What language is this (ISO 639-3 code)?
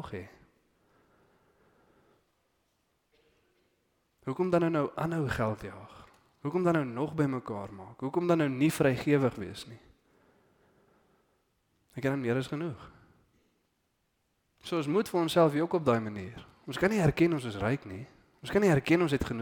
afr